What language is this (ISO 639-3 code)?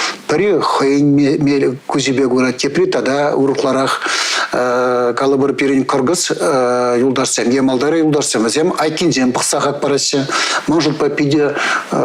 chv